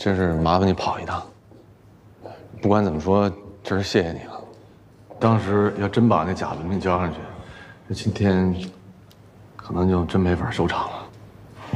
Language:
Chinese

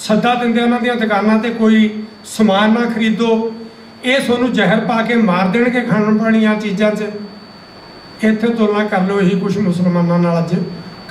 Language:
Punjabi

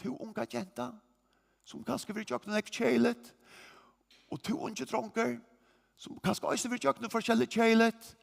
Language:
Faroese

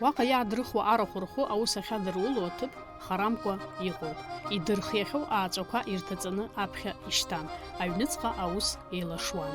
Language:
Abkhazian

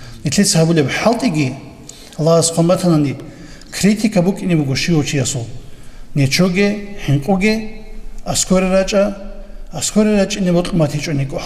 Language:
Avaric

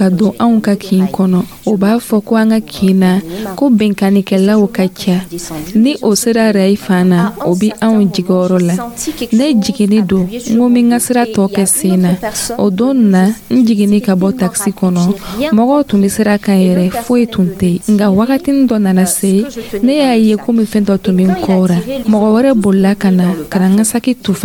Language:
Dyula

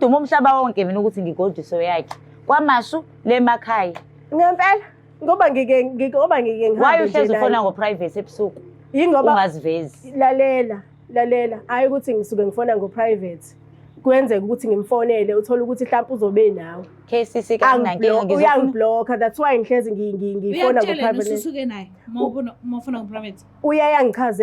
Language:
Zulu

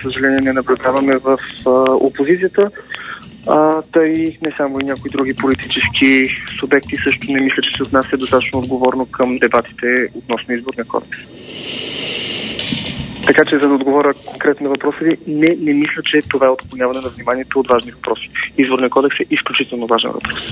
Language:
Bulgarian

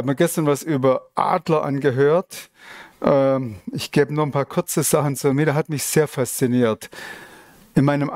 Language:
Swiss German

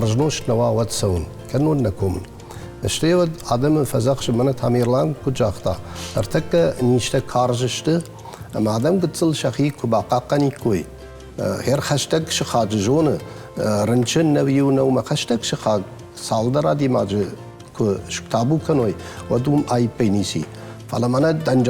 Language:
Ossetic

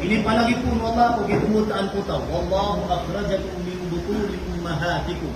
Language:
Maranao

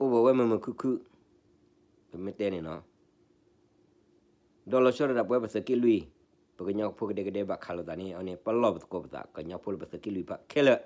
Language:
S'gaw Karen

